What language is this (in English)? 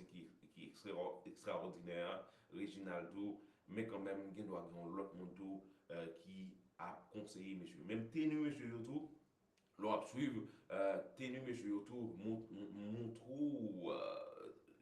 Haitian Creole